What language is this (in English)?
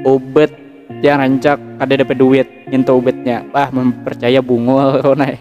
Banjar